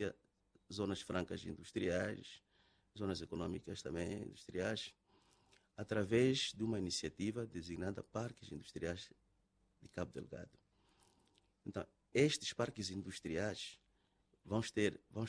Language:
Portuguese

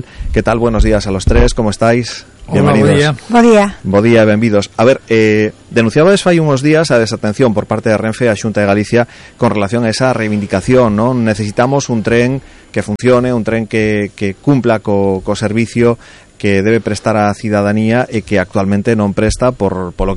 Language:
Galician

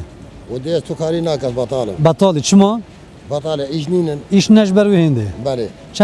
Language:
Kurdish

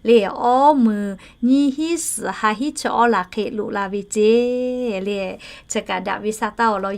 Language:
Lahu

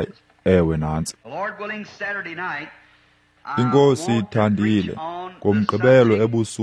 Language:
Xhosa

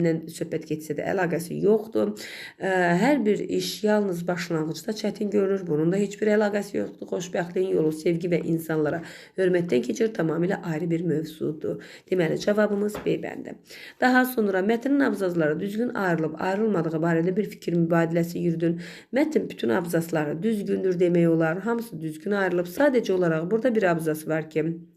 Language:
Azerbaijani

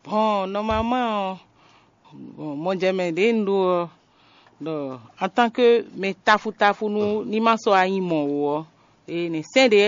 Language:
Fon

